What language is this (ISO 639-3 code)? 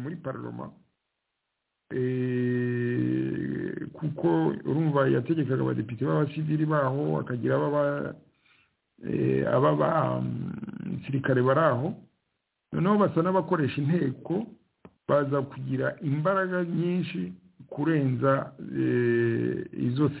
kin